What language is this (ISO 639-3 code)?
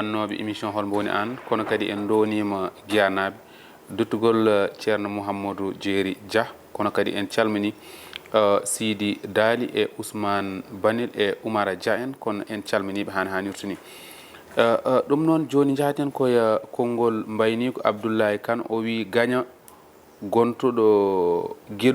ful